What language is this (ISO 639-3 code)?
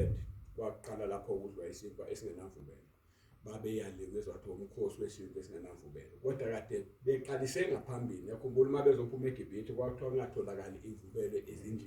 zul